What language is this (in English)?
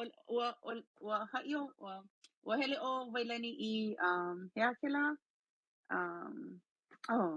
Hawaiian